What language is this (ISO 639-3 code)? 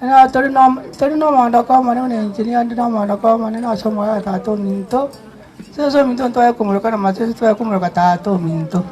guz